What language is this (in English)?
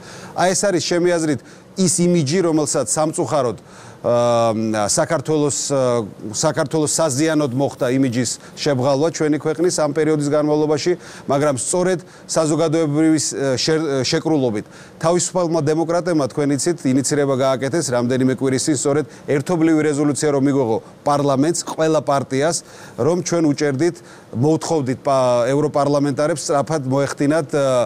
Georgian